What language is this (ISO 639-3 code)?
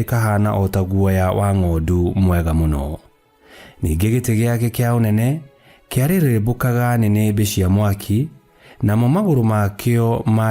kik